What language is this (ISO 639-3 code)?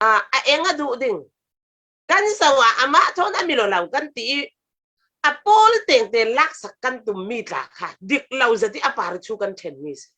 cfm